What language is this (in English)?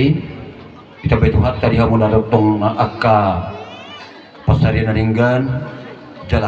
Batak Toba